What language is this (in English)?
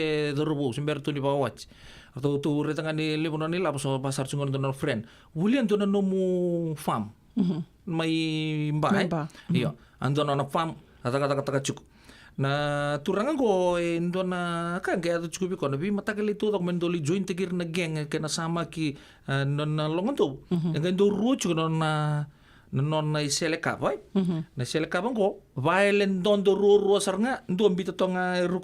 Fijian